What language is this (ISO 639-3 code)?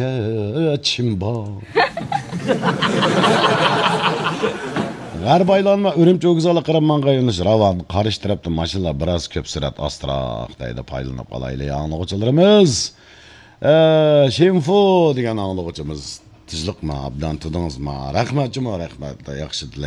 uig